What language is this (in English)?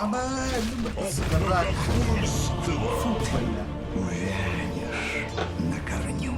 Yakut